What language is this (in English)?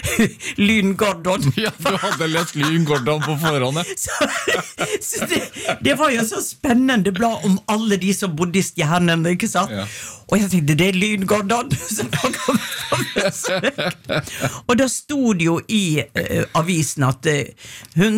Norwegian